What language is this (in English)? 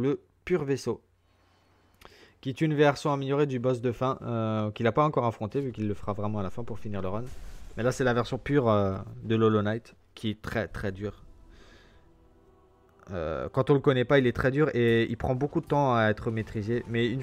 French